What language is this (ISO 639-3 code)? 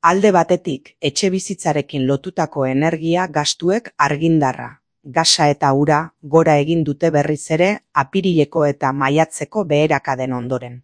eus